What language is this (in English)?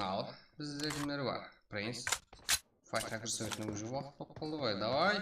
Kara-Kalpak